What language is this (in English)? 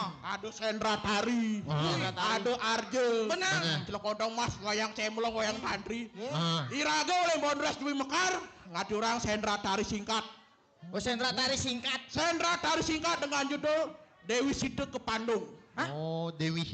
Balinese